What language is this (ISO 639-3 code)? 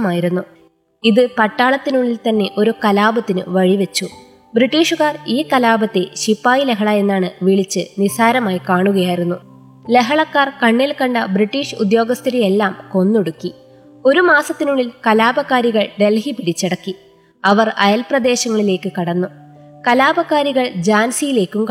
mal